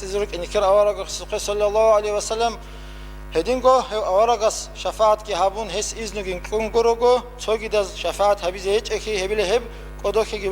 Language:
Avaric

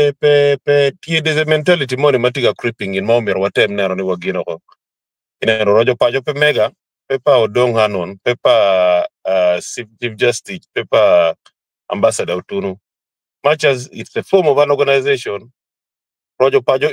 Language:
Acoli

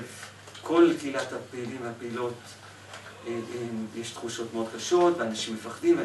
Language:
Hebrew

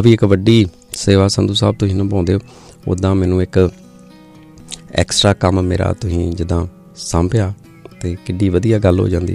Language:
Punjabi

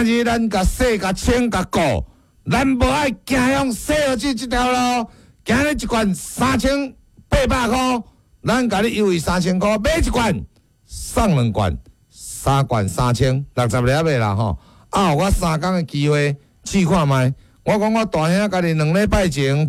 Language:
Min Nan Chinese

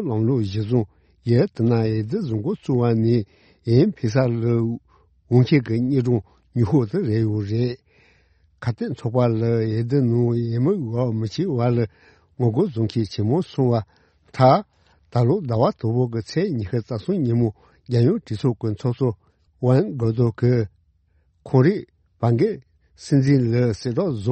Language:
Tibetan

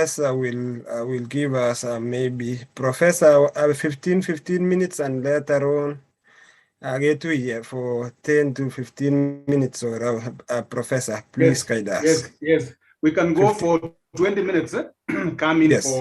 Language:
Kalenjin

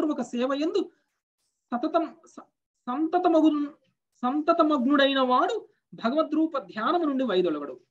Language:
Telugu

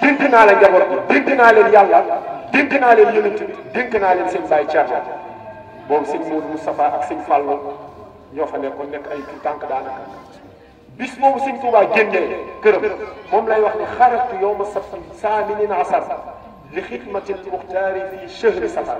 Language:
Wolof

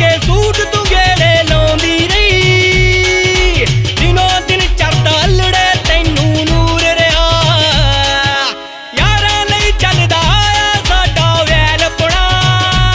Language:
Punjabi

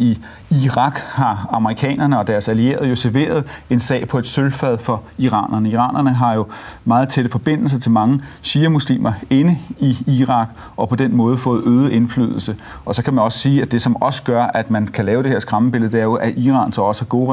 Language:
Danish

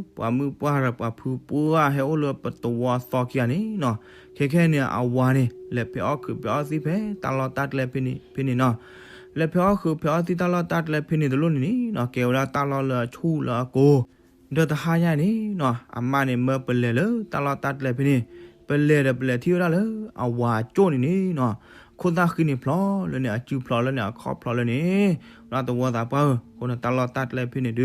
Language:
S'gaw Karen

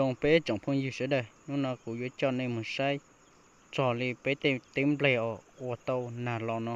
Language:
Hmong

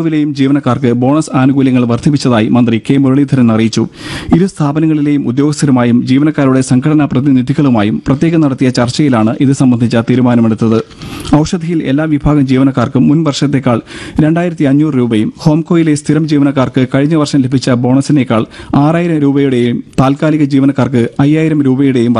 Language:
Malayalam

